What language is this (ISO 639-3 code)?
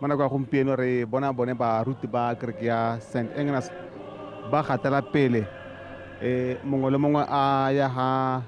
tsn